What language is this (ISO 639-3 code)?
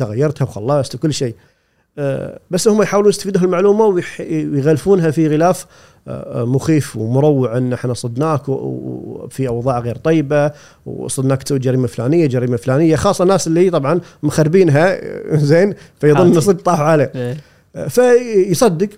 afb